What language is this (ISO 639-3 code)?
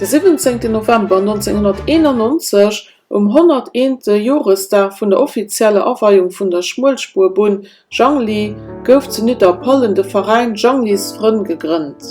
ltz